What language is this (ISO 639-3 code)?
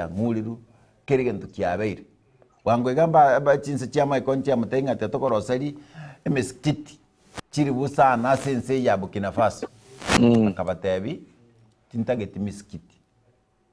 guz